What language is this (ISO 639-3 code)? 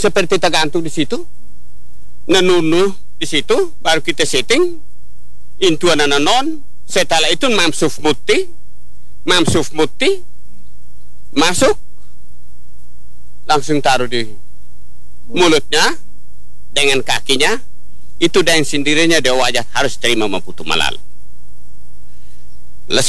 ind